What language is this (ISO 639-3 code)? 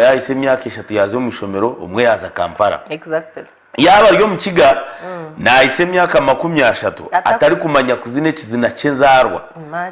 nyn